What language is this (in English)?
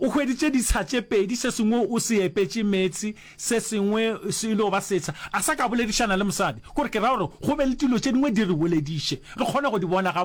Northern Sotho